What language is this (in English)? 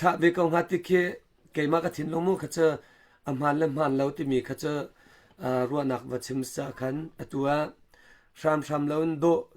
Hakha Chin